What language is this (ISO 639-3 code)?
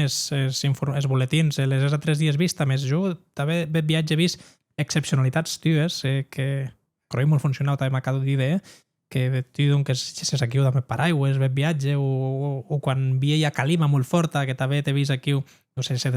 oci